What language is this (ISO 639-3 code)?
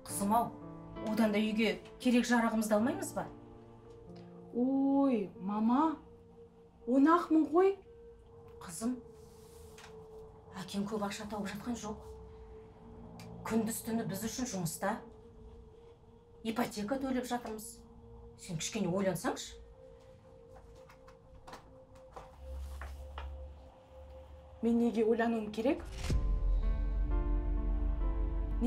kaz